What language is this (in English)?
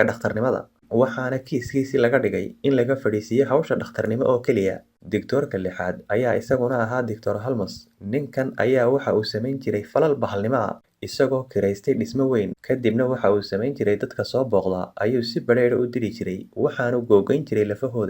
Somali